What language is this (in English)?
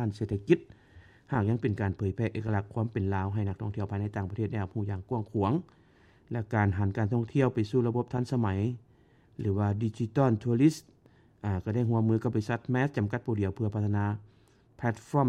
Lao